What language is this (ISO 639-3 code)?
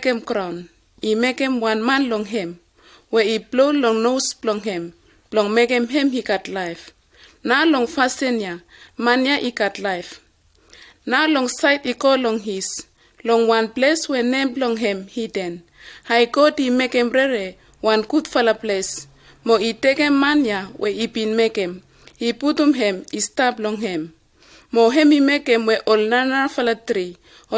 bis